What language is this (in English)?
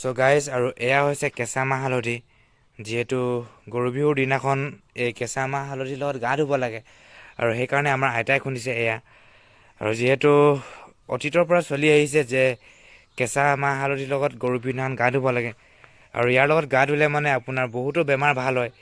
Assamese